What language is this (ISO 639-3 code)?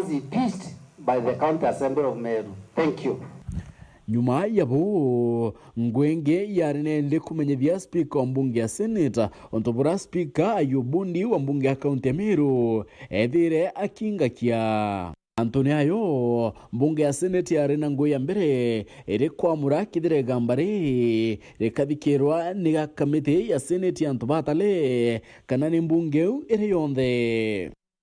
mer